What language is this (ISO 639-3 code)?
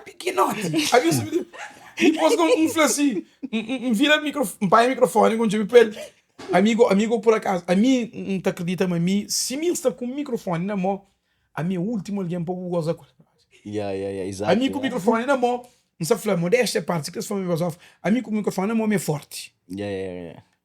kea